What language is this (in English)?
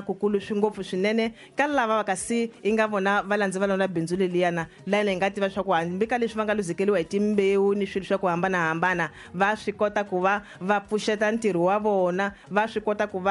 Tsonga